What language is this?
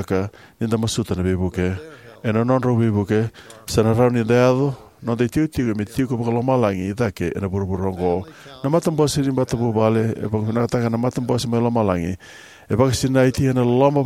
Fijian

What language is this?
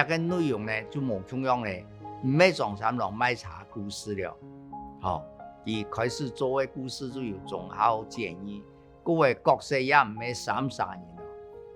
Hakka Chinese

